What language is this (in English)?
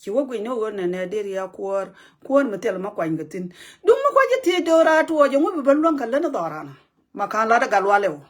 Nuer